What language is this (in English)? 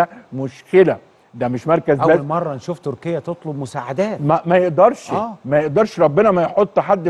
Egyptian Arabic